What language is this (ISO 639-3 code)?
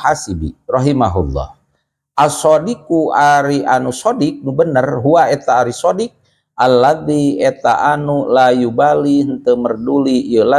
sun